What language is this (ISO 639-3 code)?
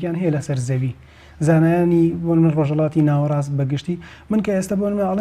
ckb